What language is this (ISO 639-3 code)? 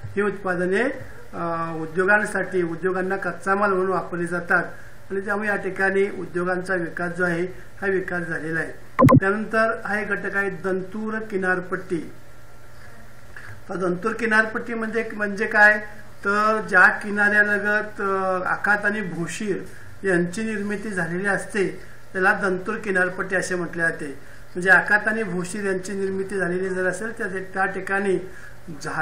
mar